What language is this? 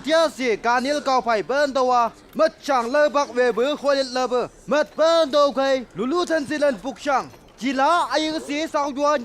Chang Naga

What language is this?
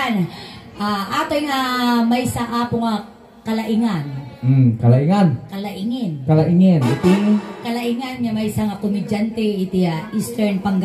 Iloko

